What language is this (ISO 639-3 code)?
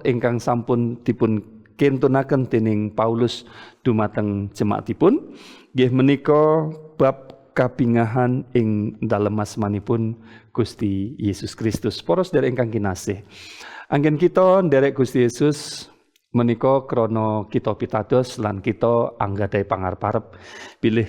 jav